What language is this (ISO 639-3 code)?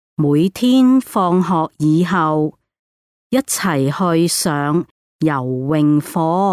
yue